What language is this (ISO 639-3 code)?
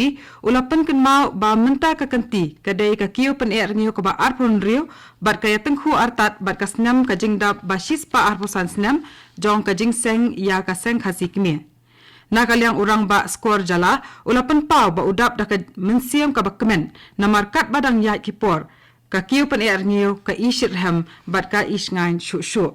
kha